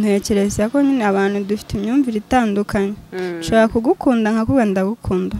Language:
Kinyarwanda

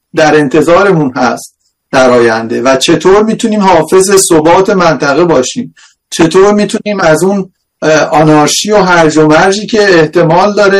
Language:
Persian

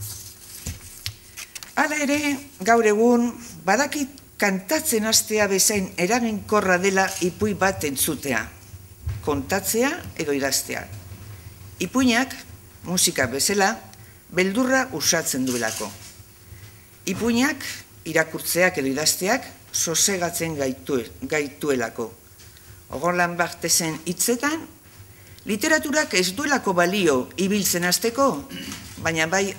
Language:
Basque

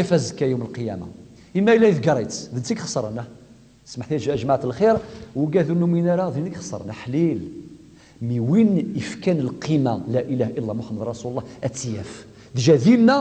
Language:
Kabyle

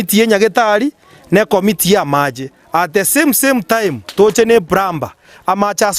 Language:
Gusii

